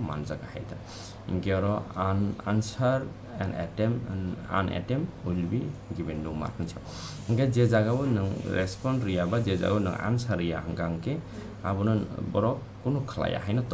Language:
Kok Borok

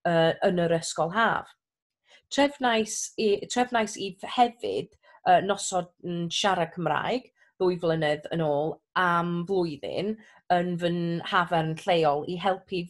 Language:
Welsh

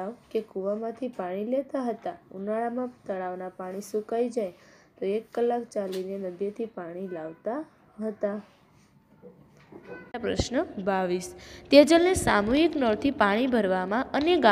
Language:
Gujarati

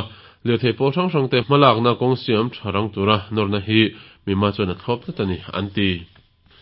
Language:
Mizo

